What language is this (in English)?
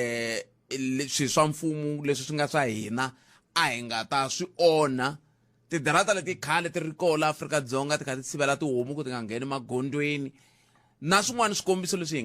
Tsonga